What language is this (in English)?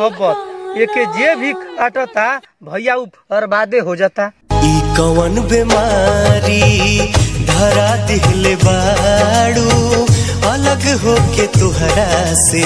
Bhojpuri